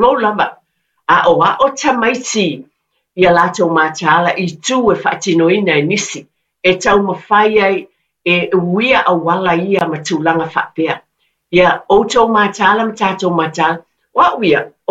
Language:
Samoan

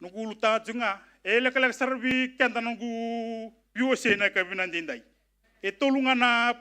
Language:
Fijian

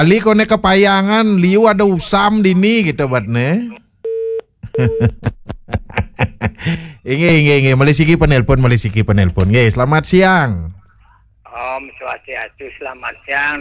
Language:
Balinese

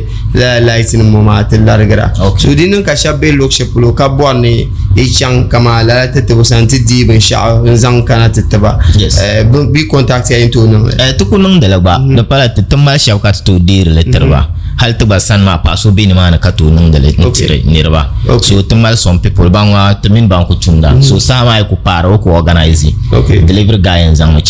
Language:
Dagbani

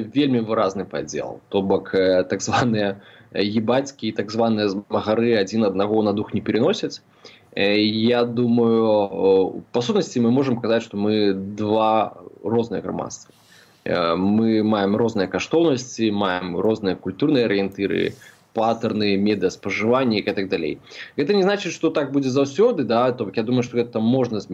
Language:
Belarusian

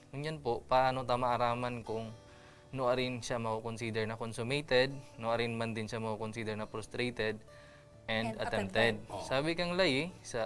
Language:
Bikol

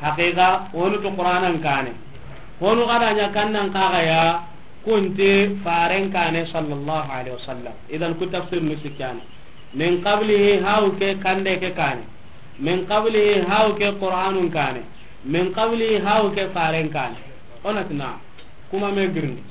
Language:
Soninke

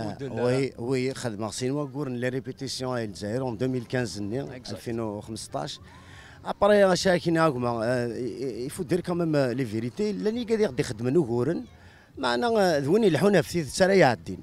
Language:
Kabyle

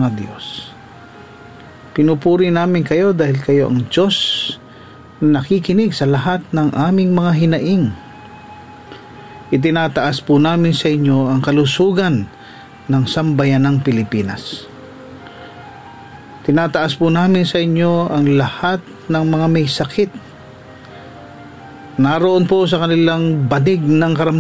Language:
Filipino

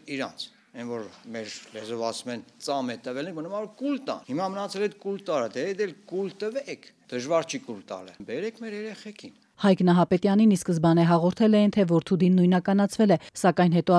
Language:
Armenian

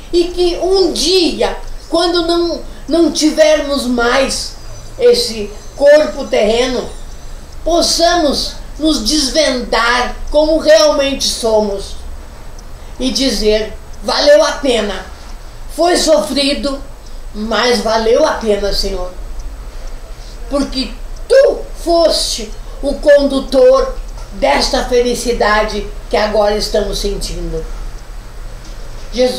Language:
Portuguese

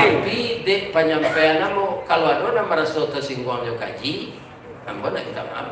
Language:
Minangkabau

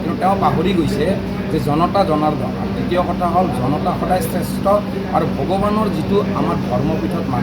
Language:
Assamese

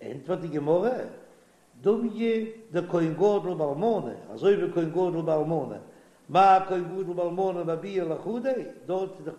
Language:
Yiddish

